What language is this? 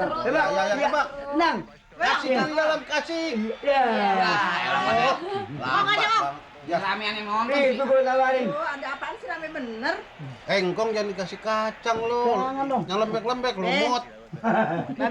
Betawi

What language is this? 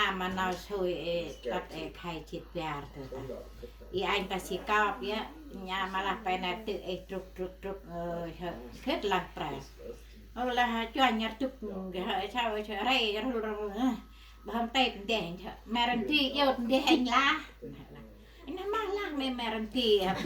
Central Mnong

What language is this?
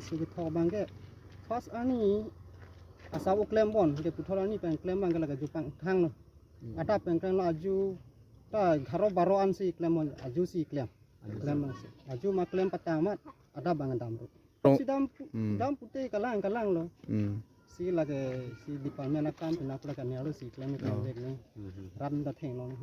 Karbi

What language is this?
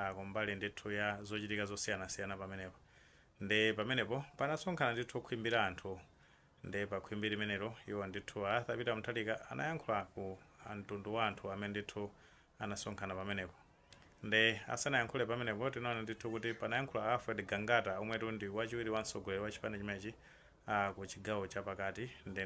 Nyanja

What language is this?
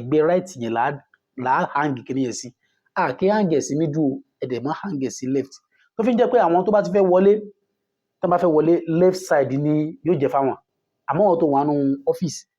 Yoruba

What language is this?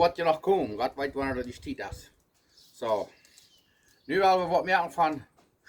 Plautdietsch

